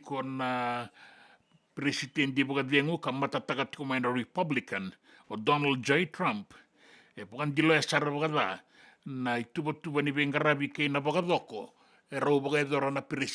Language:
Fijian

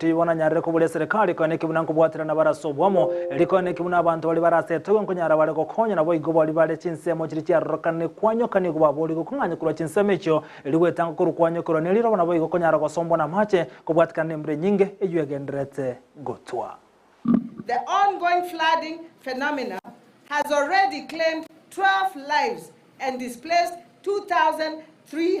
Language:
Gusii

